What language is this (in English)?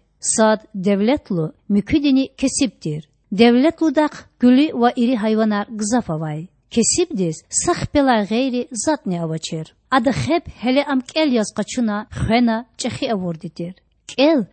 Lezghian